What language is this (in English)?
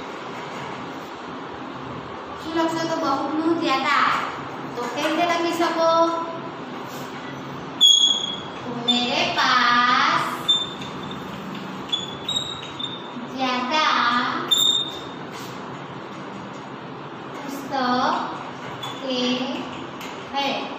Gujarati